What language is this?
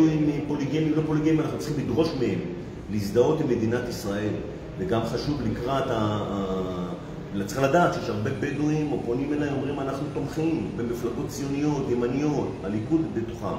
Hebrew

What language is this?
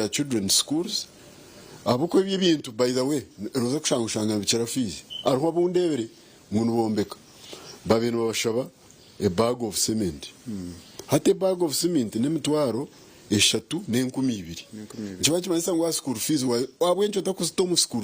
Nyankole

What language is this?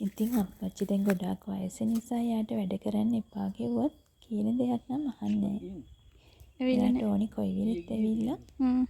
Sinhala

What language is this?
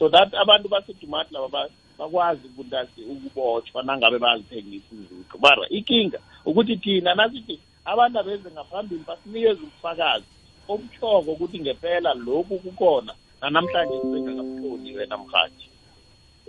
South Ndebele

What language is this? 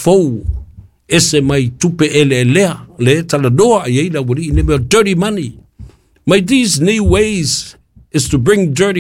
Samoan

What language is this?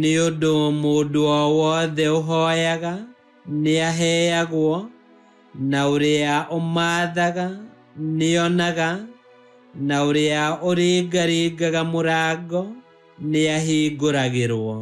Kikuyu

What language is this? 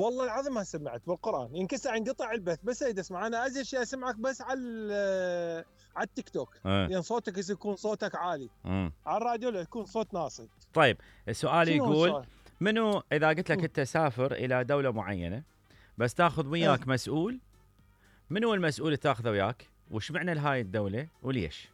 Mesopotamian Arabic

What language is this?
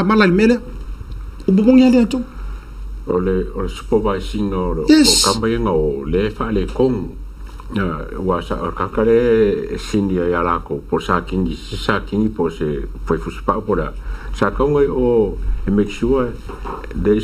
Samoan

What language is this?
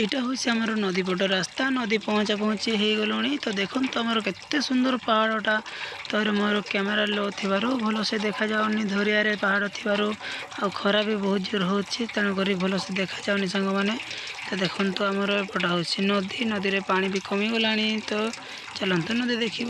Odia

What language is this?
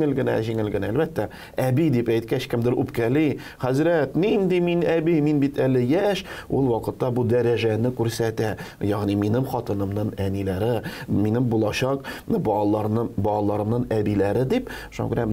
Tatar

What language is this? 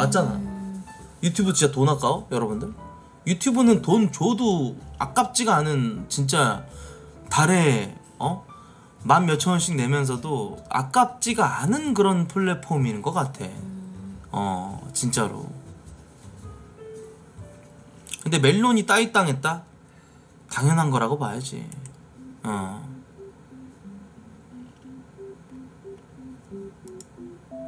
Korean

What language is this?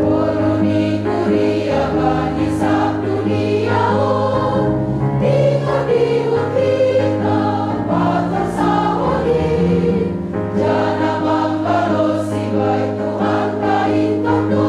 Batak Simalungun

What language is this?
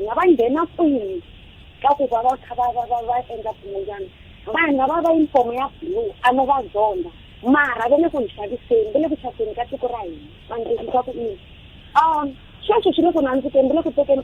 Tsonga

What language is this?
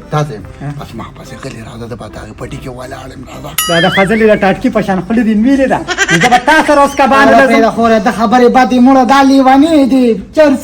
Pashto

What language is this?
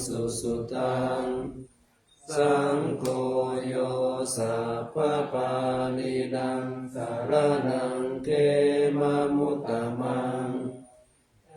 Pali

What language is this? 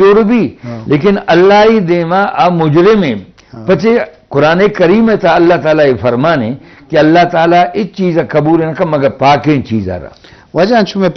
Eastern Balochi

